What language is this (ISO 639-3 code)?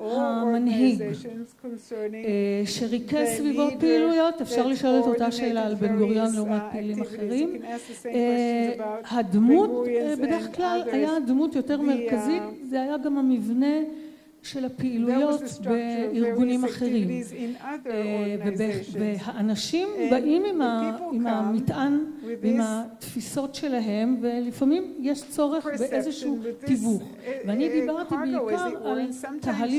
heb